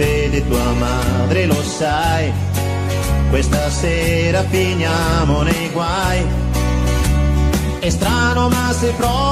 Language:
Italian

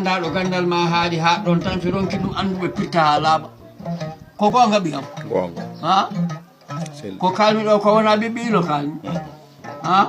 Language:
Fula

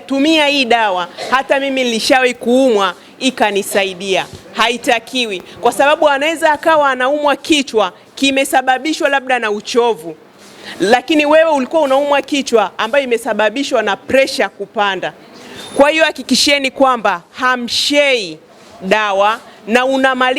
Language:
Swahili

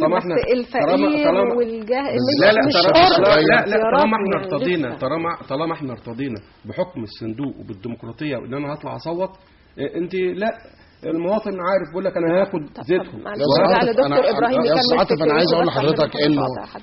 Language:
Egyptian Arabic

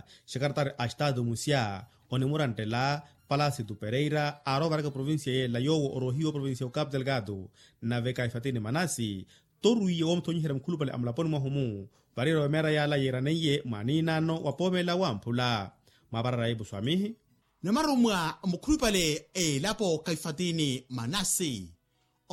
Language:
Makhuwa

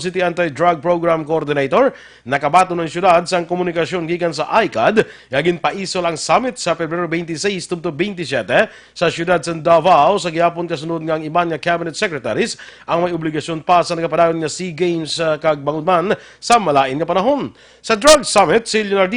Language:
Hiligaynon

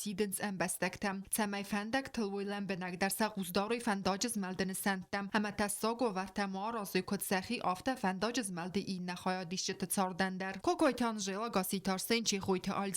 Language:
Ossetic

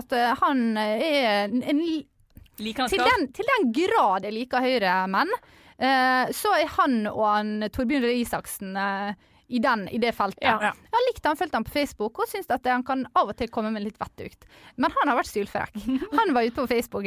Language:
Norwegian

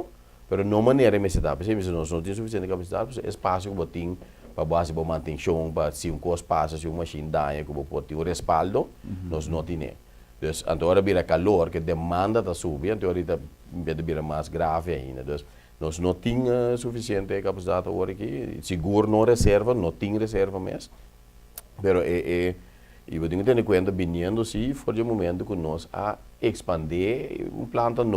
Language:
Papiamento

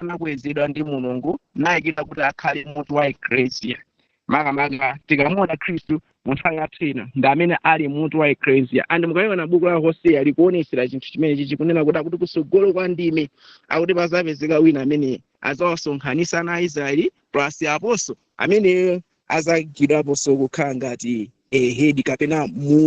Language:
Nyanja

